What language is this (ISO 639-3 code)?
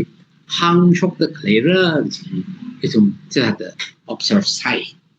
nmf